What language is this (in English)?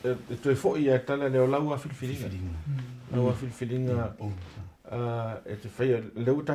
Samoan